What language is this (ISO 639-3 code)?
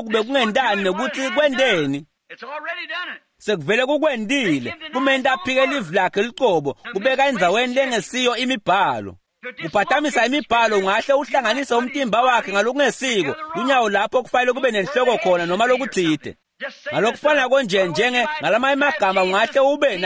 ssw